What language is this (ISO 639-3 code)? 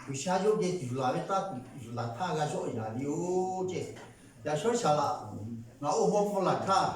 lhu